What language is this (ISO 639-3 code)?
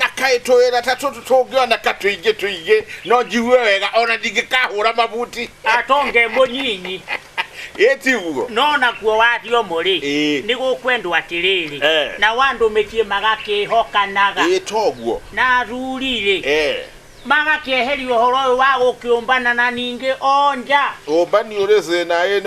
kik